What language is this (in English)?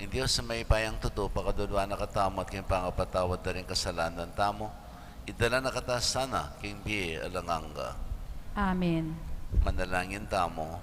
Pampanga